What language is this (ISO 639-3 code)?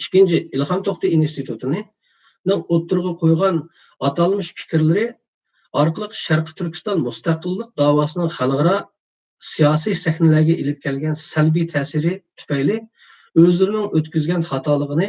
uig